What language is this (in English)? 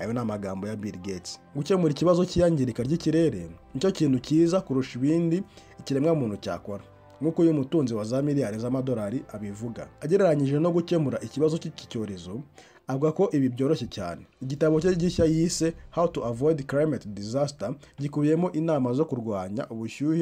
Kinyarwanda